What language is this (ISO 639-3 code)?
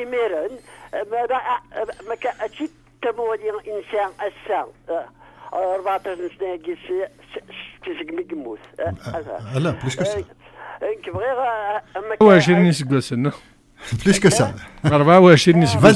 kab